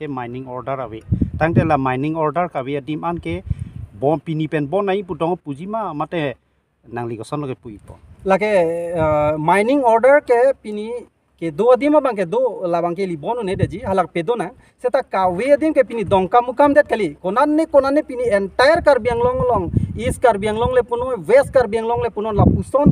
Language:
Karbi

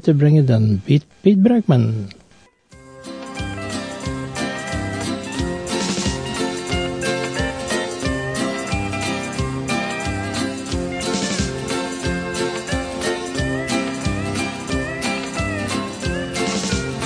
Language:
Dutch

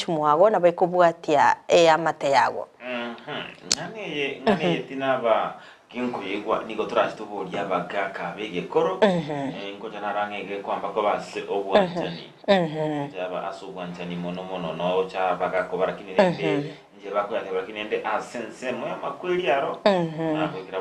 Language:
Gusii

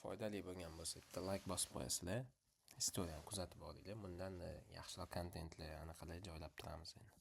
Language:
Uzbek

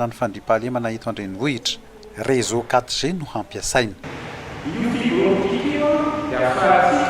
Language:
Malagasy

